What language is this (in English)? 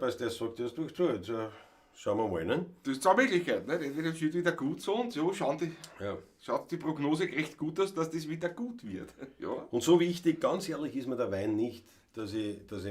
Bavarian